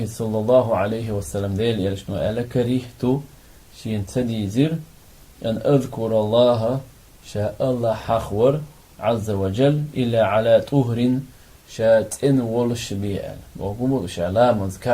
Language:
Chechen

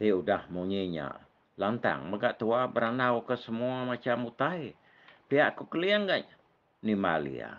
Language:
Iban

